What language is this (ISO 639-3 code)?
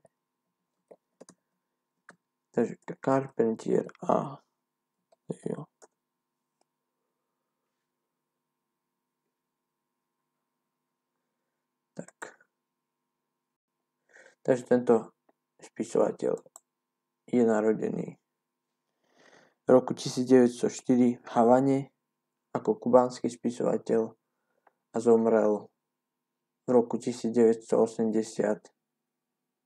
slk